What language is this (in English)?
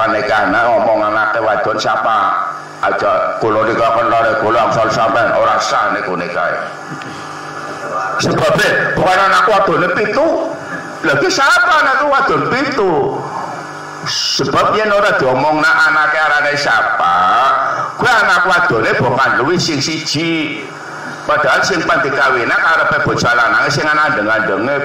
Javanese